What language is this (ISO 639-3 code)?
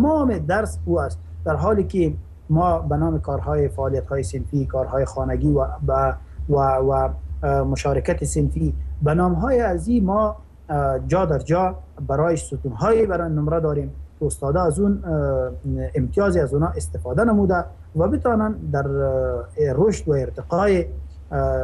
fas